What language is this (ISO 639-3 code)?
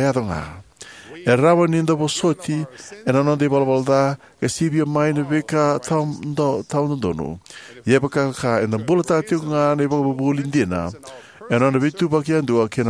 fij